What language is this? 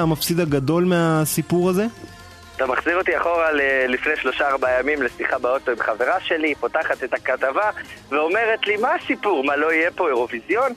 Hebrew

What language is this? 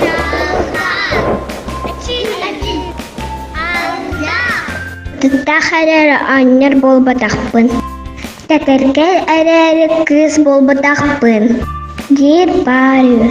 Yakut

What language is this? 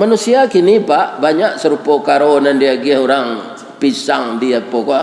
Minangkabau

